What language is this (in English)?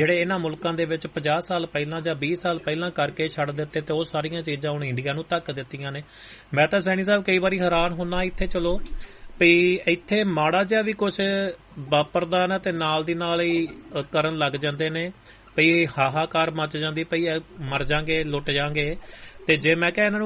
Punjabi